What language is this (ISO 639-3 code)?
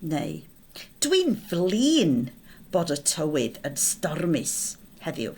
cym